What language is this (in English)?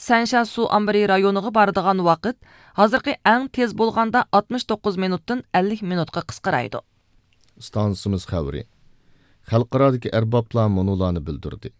Uyghur